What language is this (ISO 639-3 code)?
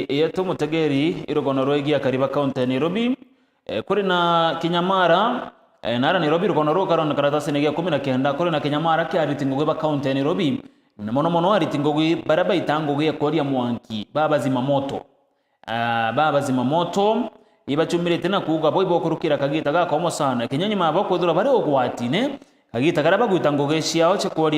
mer